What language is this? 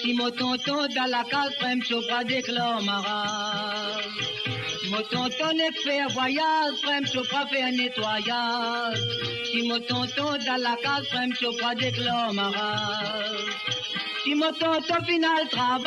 Morisyen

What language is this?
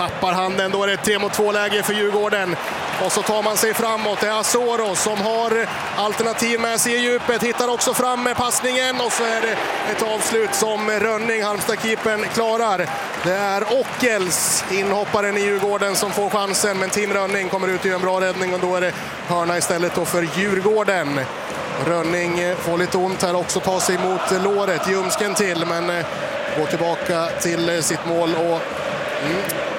Swedish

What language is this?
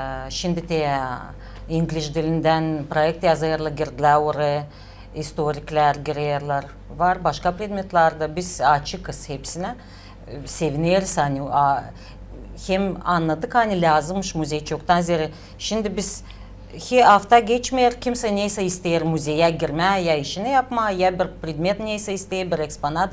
Gagauz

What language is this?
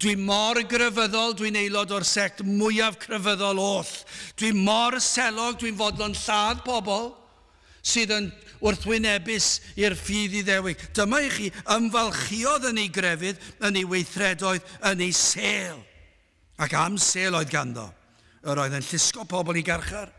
Welsh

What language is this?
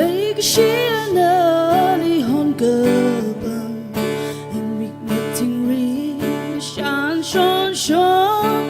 Tangkhul Naga (India)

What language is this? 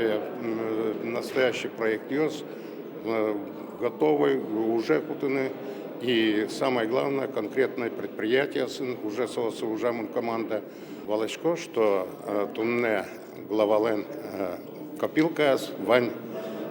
Udmurt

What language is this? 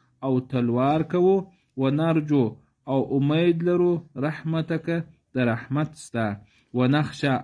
Pashto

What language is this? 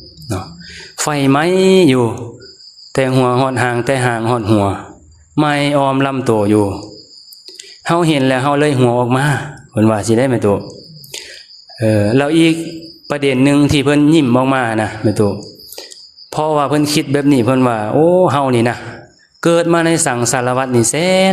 Lao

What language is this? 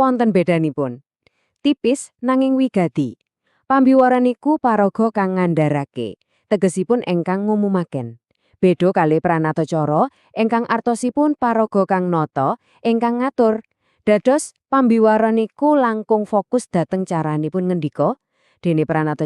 Javanese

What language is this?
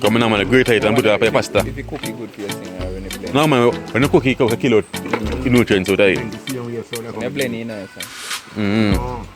Jamaican Creole English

